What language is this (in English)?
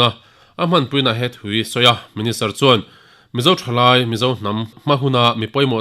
Mizo